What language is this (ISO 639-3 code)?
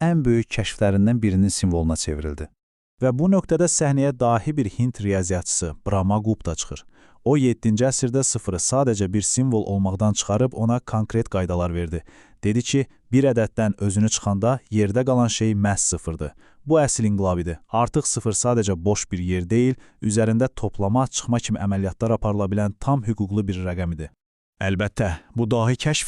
aze